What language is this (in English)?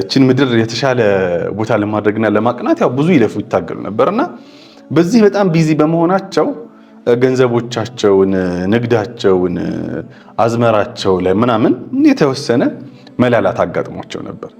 Amharic